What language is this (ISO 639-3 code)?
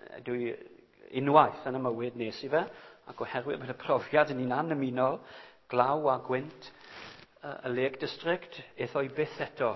cym